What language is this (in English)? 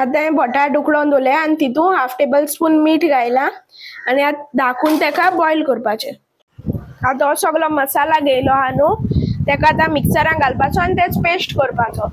Konkani